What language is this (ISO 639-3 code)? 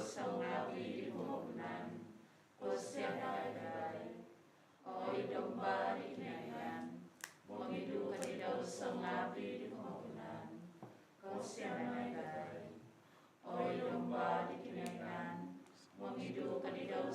dtp